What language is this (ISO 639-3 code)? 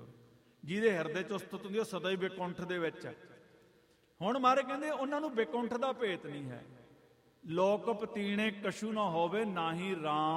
pan